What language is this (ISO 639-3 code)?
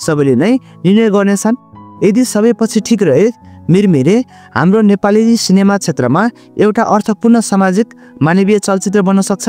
nep